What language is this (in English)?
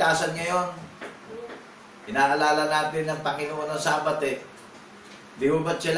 Filipino